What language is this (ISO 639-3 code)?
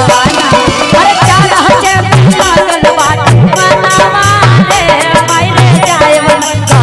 mag